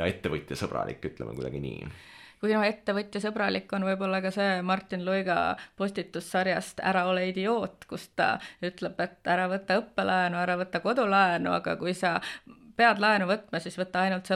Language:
Estonian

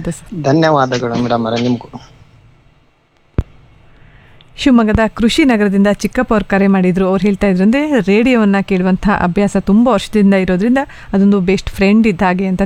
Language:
Kannada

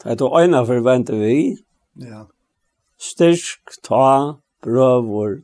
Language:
Faroese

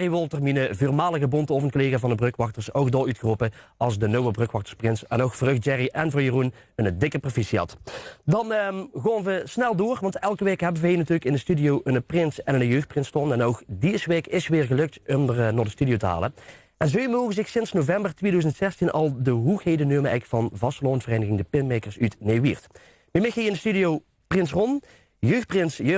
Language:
Limburgish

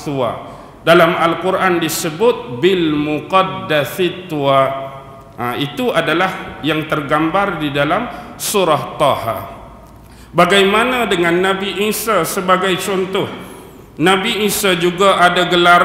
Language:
Malay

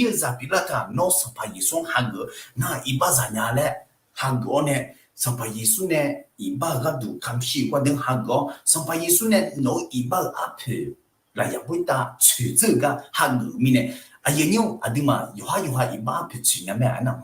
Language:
Akha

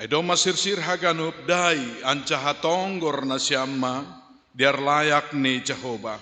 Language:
Batak Simalungun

